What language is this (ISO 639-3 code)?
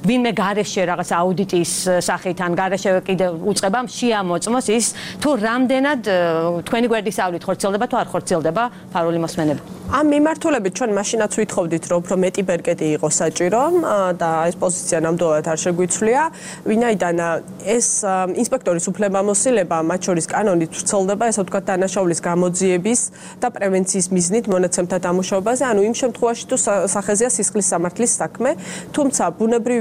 kat